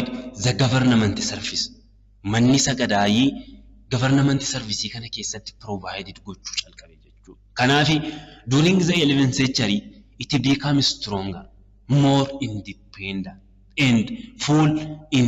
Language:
Oromo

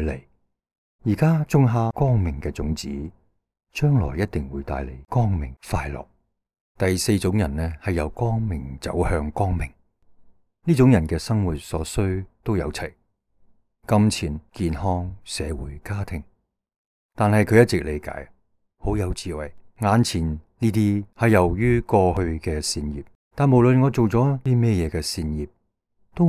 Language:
Cantonese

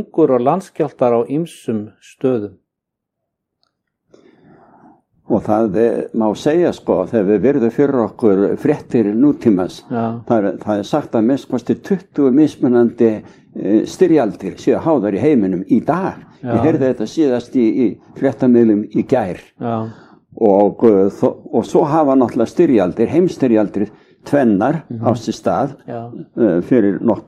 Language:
Icelandic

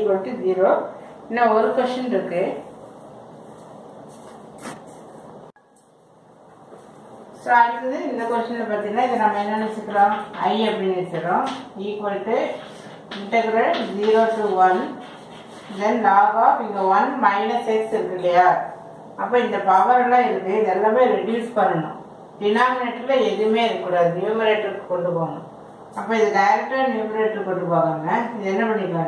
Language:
Tamil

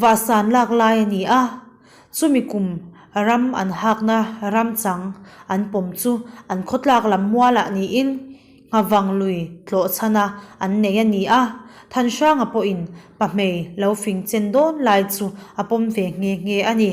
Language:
Mizo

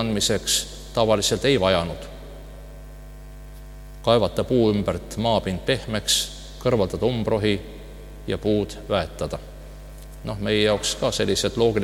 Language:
Estonian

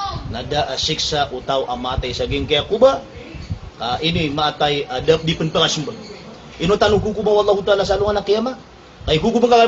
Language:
Maranao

